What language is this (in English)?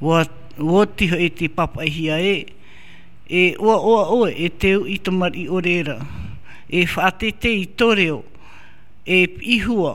Tahitian